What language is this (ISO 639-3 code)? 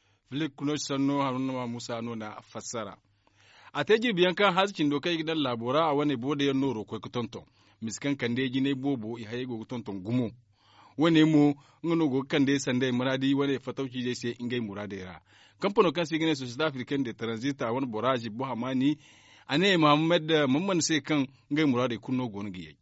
dje